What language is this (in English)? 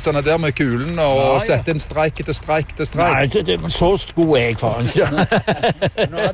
Norwegian